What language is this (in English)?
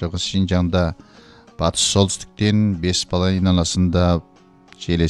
Kyrgyz